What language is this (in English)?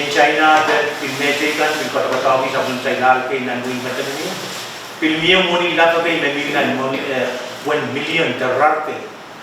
Pohnpeian